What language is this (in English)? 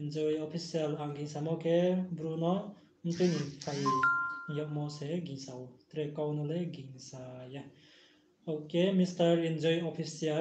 Riang (India)